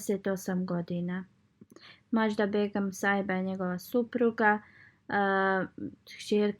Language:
Bosnian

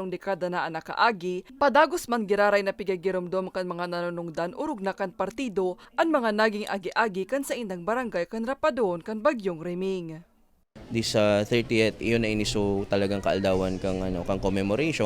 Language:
Bikol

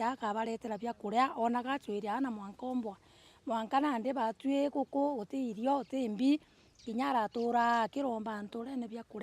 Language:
Meru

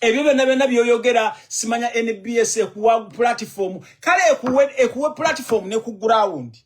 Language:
Ganda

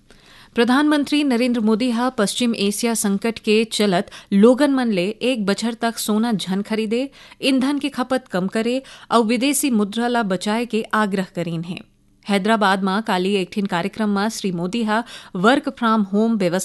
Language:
Chhattisgarhi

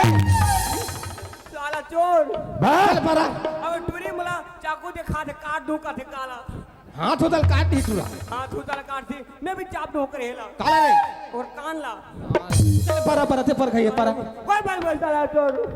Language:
Chhattisgarhi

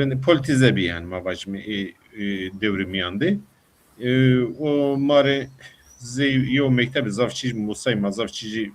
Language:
Zaza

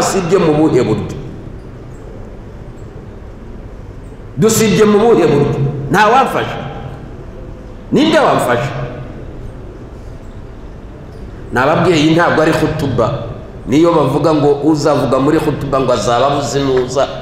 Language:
Kinyarwanda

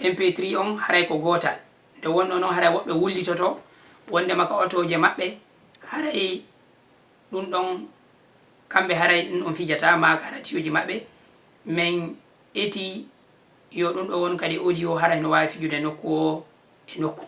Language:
Fula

